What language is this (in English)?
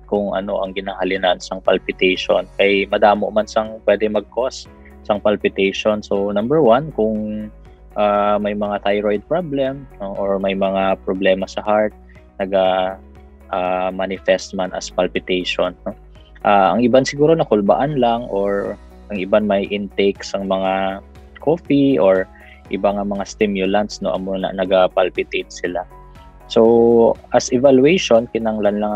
Hiligaynon